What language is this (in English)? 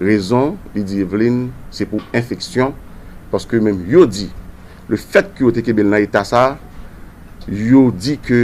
Haitian Creole